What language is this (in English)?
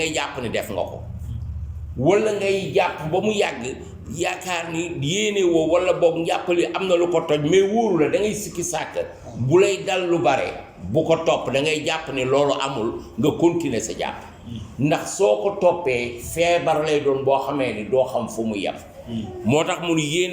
Wolof